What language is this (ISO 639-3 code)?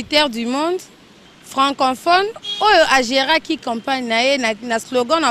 lin